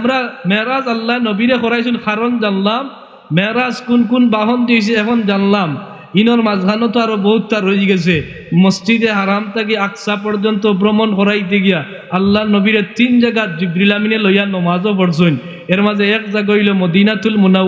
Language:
Sylheti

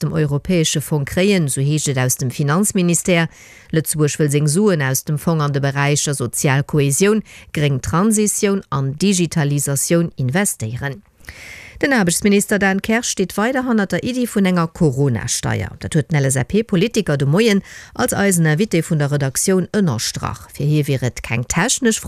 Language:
Luxembourgish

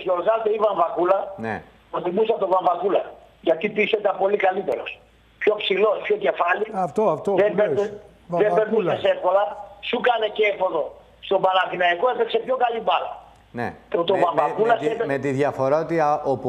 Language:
Greek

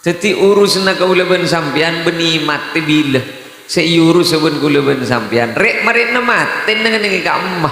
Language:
Madurese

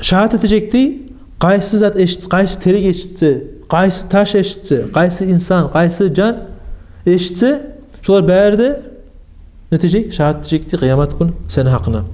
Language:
Kumyk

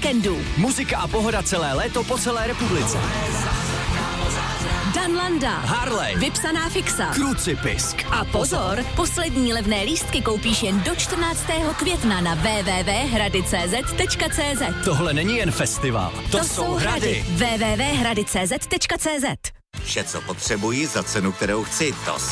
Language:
Czech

